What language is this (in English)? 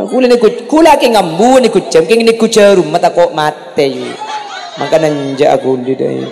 Madurese